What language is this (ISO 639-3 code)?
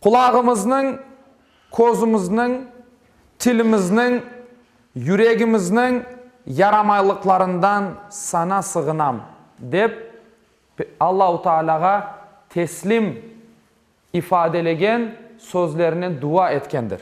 crh